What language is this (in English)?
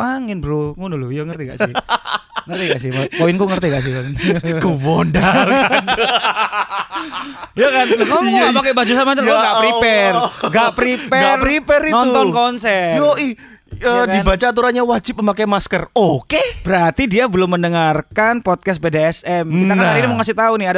Indonesian